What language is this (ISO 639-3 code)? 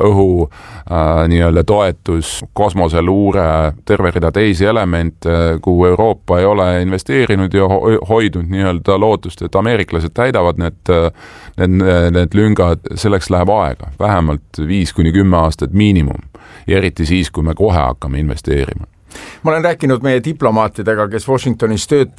est